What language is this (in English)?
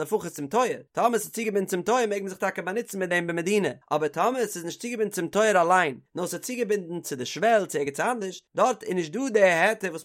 Yiddish